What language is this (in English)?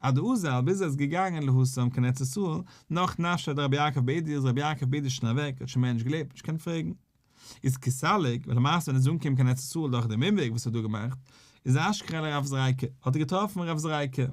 Yiddish